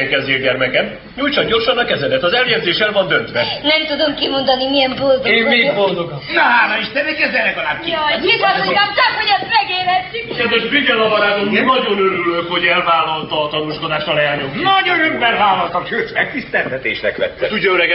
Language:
Hungarian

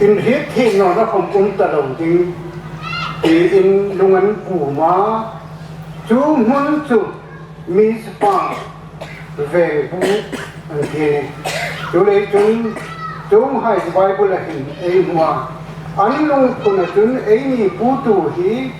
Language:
Hmar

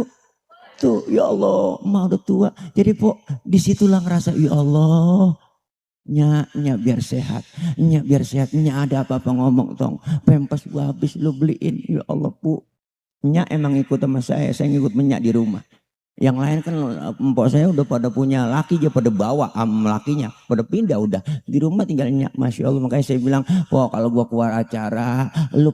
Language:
Betawi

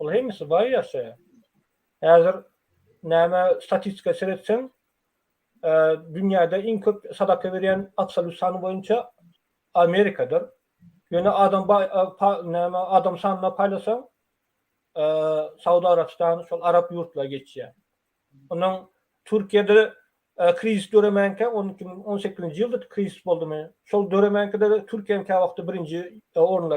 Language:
Turkmen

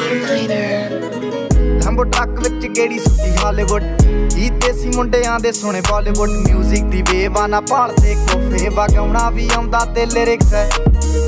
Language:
Punjabi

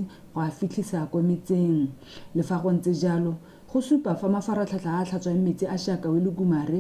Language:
Tswana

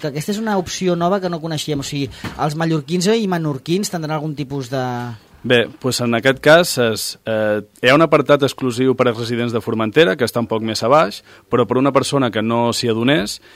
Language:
Catalan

